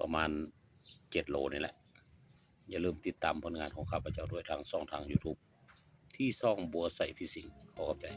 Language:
Lao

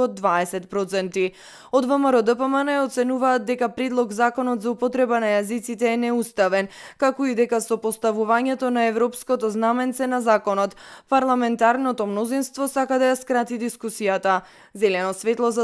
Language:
Macedonian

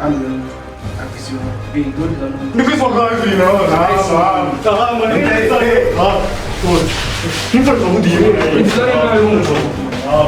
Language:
Venda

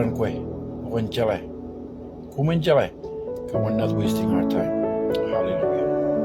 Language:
Marshallese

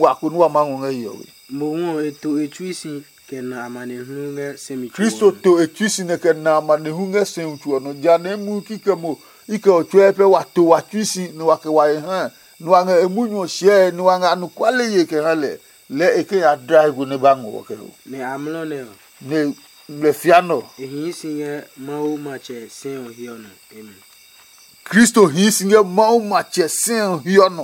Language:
Adangme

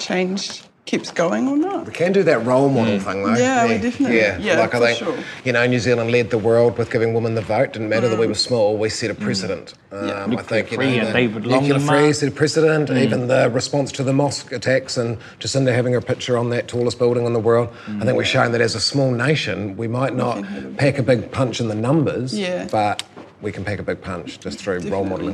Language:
English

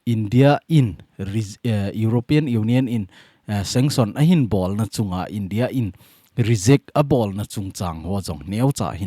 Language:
Thado Chin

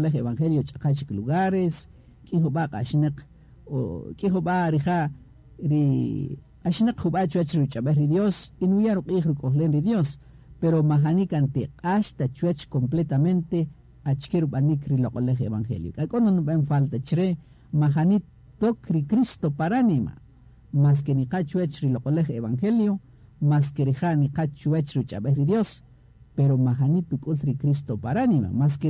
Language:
Kaqchikel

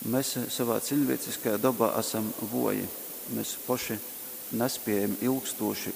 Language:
Latgalian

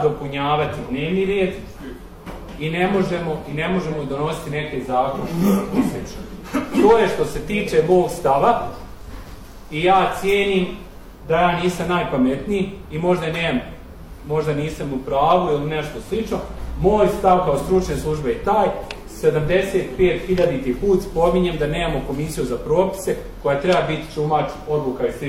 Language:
Bosnian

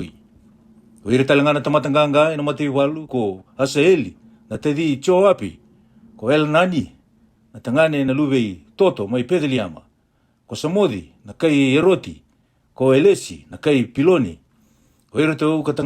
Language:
Fijian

